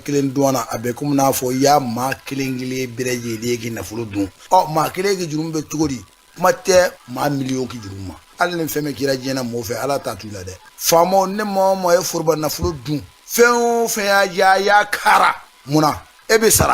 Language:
Bambara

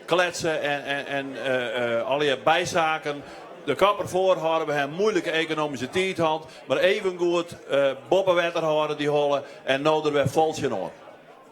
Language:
Western Frisian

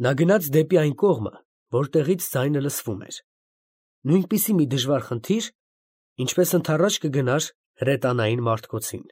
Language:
Armenian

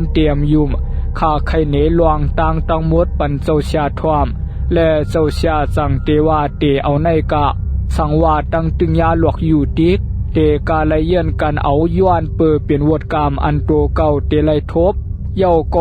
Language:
Shan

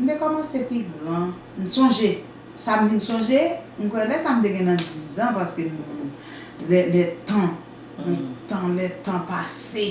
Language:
Haitian Creole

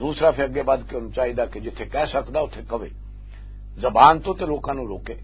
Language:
Western Panjabi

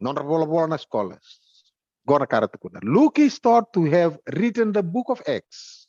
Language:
Fijian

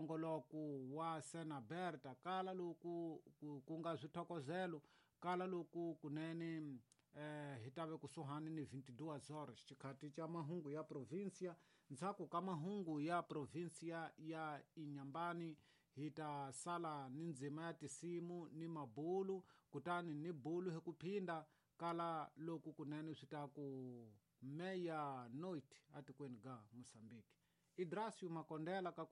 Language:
Tsonga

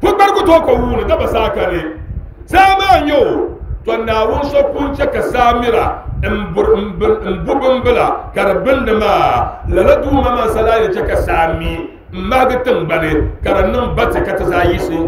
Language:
Dagbani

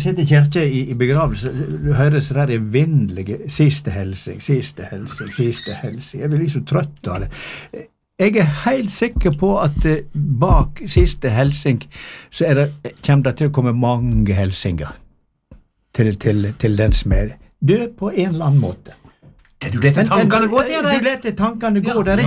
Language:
Norwegian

